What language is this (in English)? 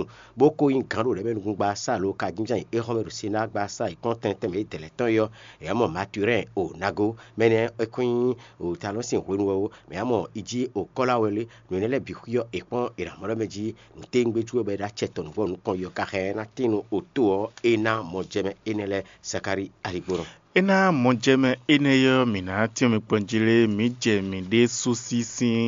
Fon